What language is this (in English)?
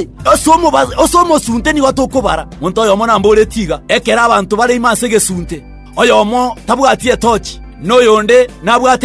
Gusii